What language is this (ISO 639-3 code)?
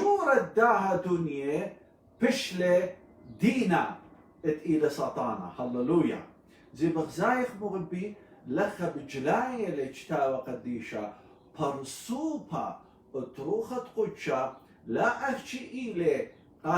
aii